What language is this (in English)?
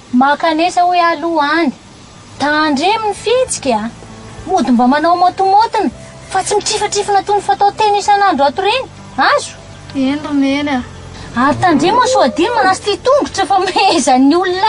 Malagasy